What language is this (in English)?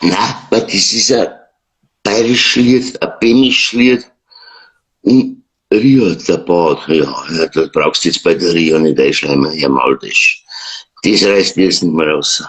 Bavarian